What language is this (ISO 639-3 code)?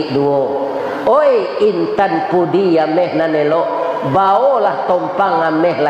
min